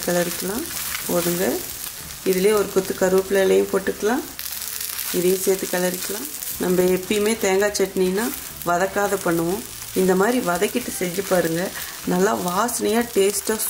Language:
Tamil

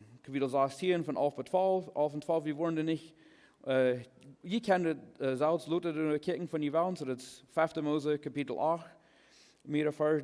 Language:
Plautdietsch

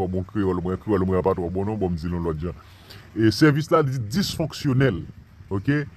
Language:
Haitian Creole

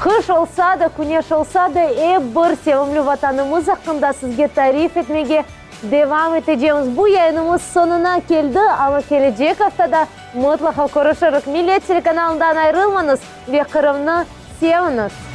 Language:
Crimean Tatar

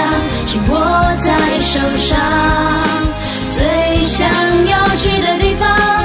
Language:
Chinese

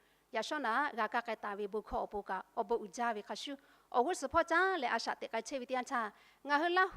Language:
Lahu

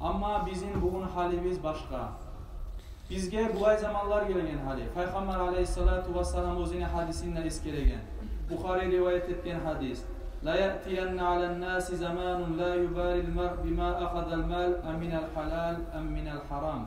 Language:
Kumyk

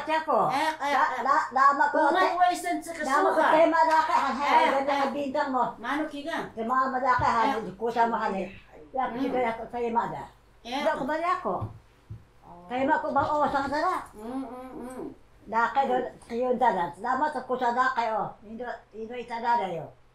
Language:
Taroko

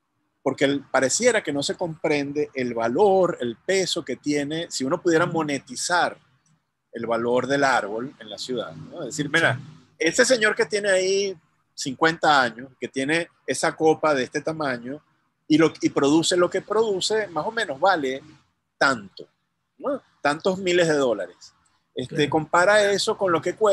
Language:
Spanish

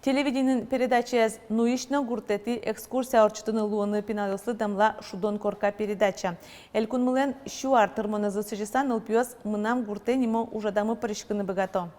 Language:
Udmurt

